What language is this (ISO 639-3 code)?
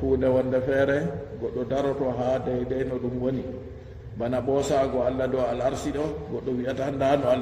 ful